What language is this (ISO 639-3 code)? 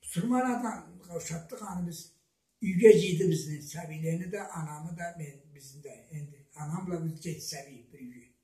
krc